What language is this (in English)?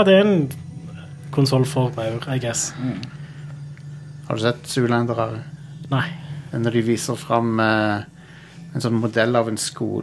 Norwegian